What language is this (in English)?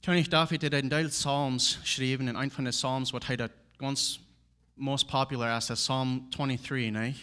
Plautdietsch